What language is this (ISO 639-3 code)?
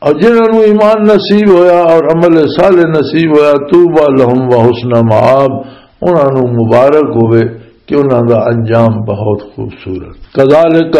lah